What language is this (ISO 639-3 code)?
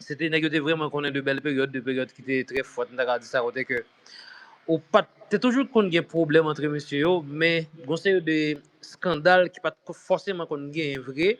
hat